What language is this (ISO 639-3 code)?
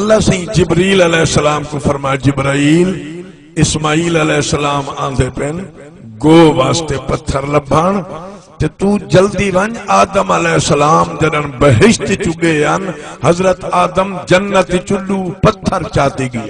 skr